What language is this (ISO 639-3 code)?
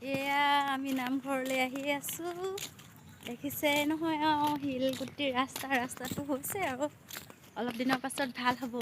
asm